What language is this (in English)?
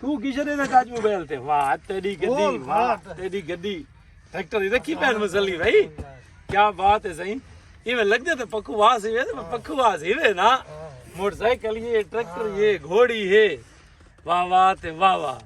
Saraiki